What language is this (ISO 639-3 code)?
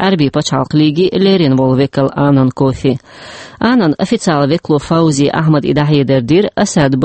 che